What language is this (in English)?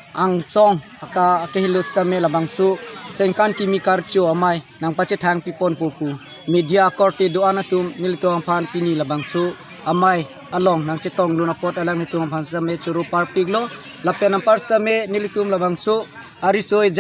Karbi